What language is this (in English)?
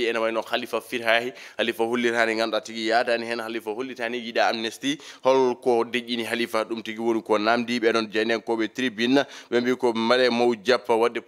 Fula